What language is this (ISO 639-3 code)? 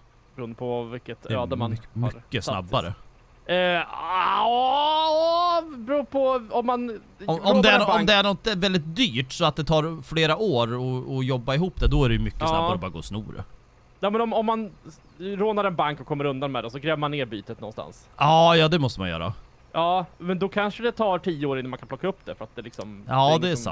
swe